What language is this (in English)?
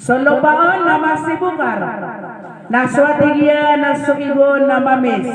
Maranao